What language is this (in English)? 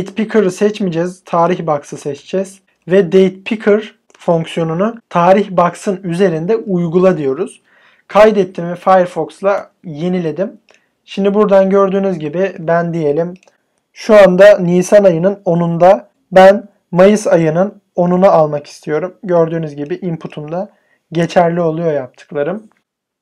Turkish